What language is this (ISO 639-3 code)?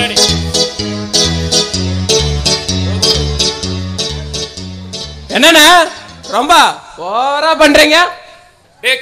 tam